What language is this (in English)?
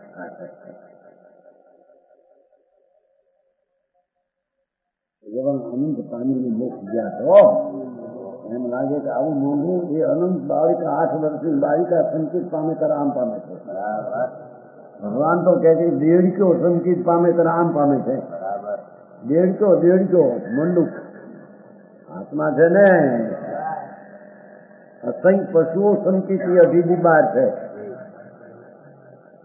Gujarati